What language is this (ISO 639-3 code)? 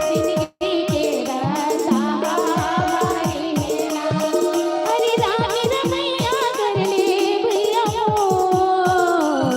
hne